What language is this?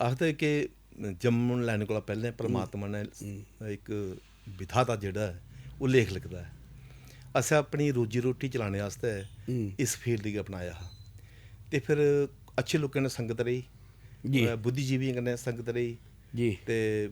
Dogri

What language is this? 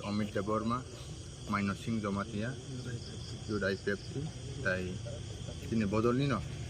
Kok Borok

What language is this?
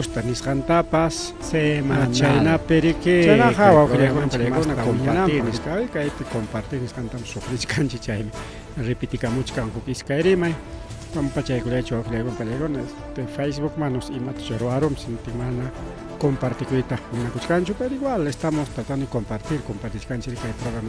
Ayacucho Quechua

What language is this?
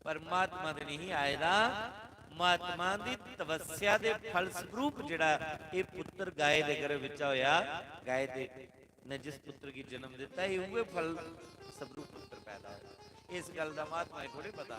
Dogri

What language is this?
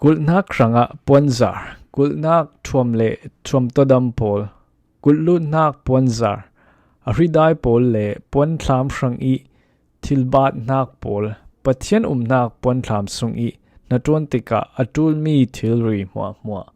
Falam Chin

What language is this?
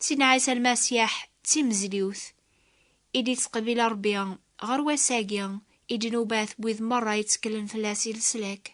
Kabyle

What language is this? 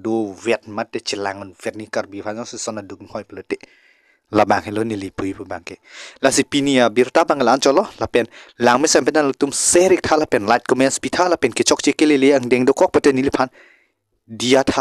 Karbi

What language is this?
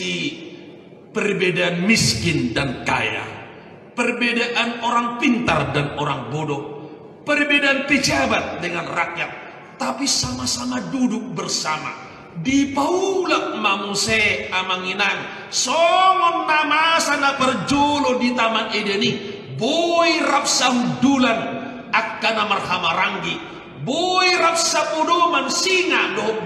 Batak Toba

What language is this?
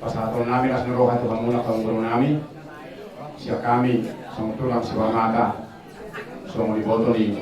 Batak Toba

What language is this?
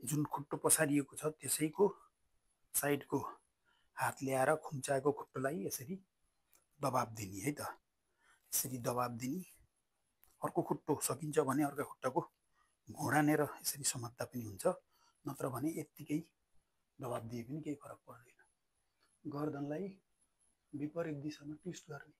Nepali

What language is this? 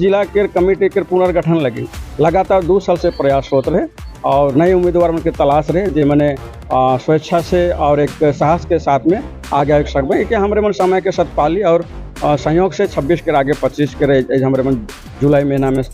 Sadri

